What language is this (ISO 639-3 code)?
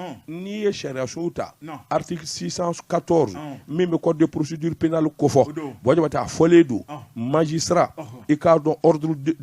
bam